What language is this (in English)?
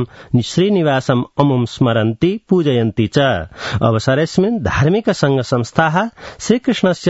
Sanskrit